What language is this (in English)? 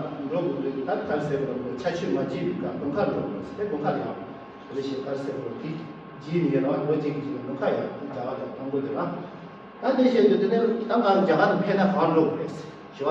Tibetan